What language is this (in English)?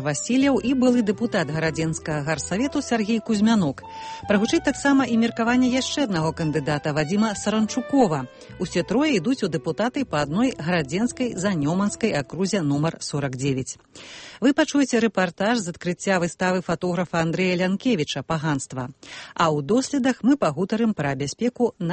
Belarusian